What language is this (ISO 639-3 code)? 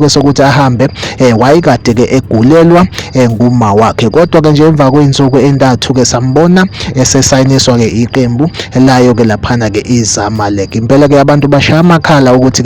zul